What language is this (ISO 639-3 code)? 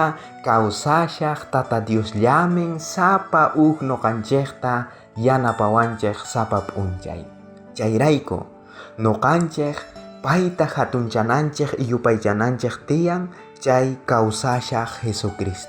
quh